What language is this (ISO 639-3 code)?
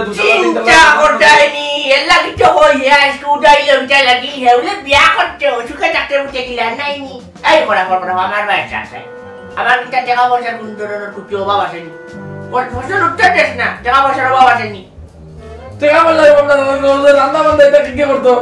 syl